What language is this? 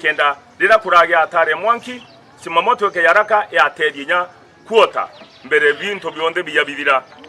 Meru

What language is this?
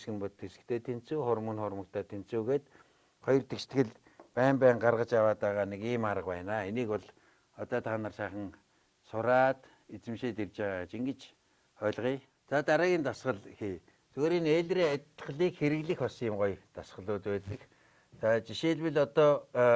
Mongolian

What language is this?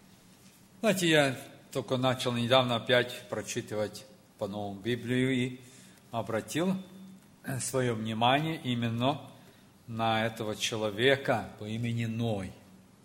Russian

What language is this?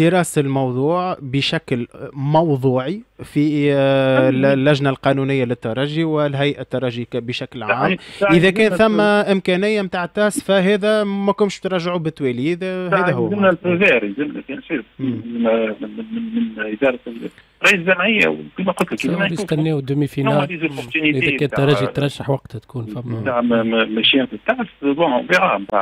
Tunisian Arabic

